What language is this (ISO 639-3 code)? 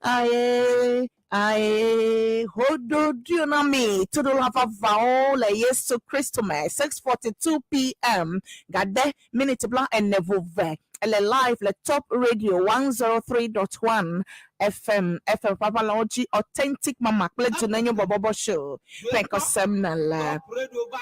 ewe